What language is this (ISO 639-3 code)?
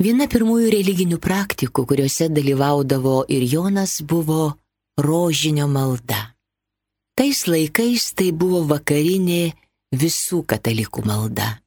lit